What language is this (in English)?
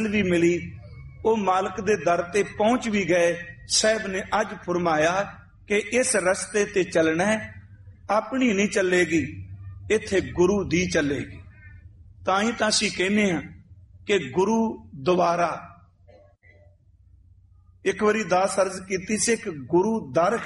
Punjabi